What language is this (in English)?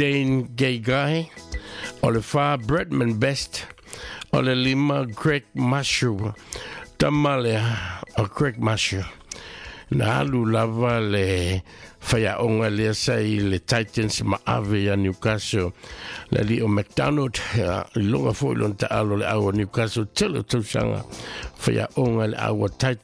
Samoan